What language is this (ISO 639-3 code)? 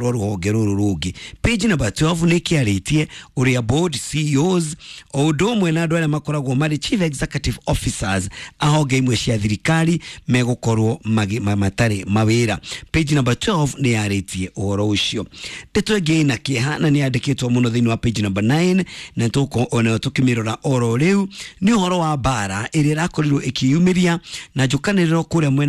kik